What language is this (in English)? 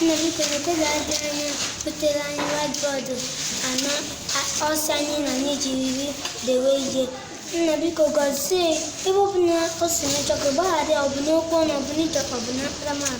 Igbo